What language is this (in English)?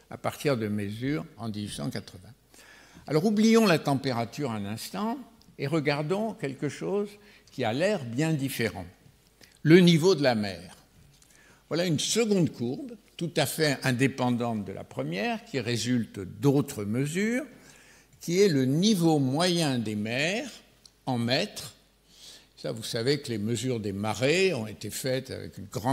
French